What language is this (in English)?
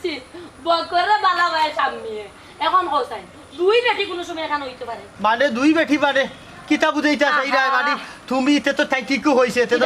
Sylheti